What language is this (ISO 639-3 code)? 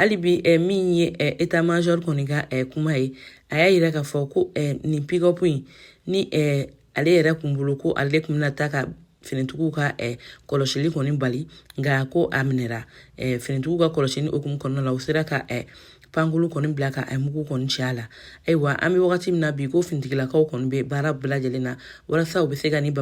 bam